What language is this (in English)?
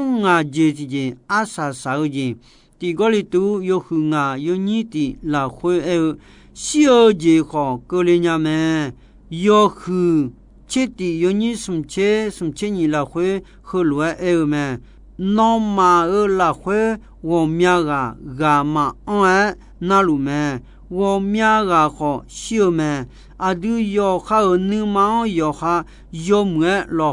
Akha